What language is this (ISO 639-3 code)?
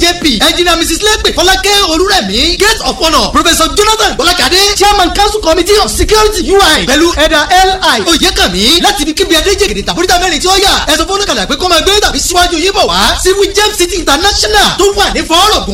yor